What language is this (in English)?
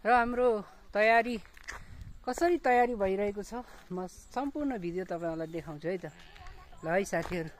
Nepali